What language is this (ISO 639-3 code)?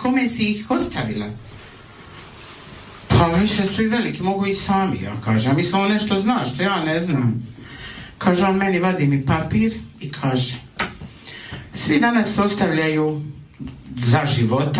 hrv